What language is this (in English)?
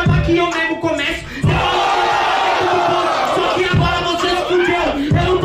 Portuguese